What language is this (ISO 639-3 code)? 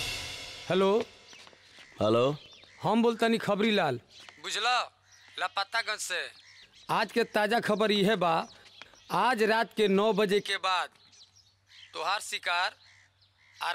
bho